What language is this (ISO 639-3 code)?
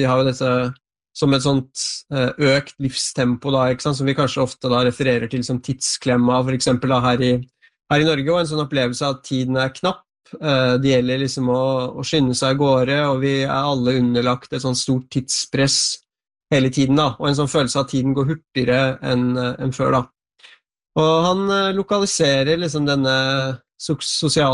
nor